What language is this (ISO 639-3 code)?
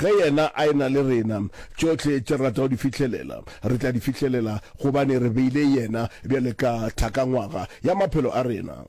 nso